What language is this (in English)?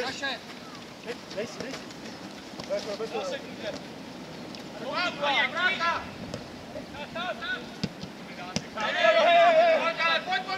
Czech